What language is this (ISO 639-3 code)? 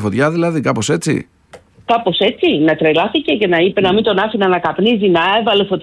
ell